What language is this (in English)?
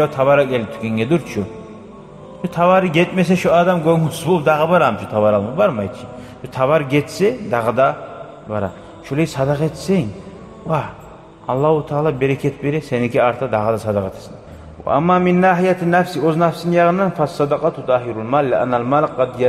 Kumyk